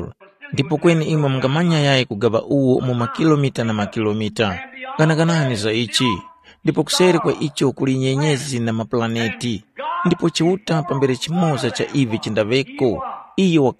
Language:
Tumbuka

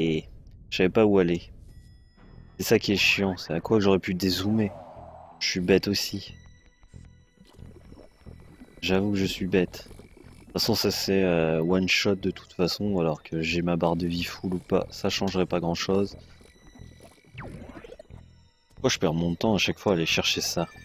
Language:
French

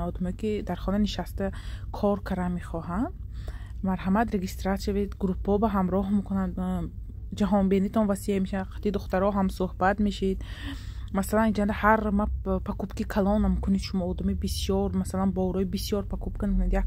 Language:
Tajik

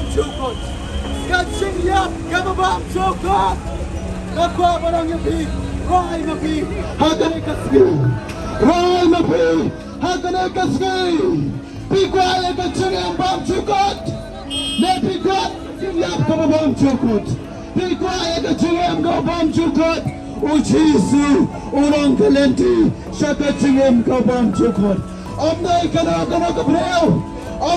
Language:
Khasi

